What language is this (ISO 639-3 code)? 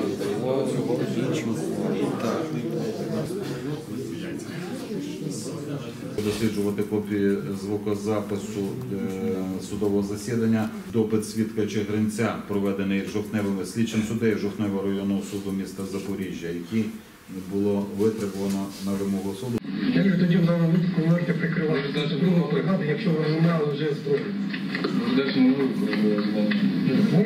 ukr